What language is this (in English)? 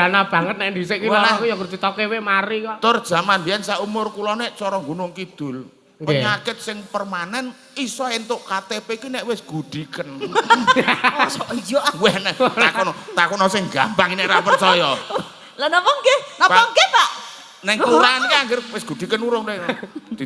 Javanese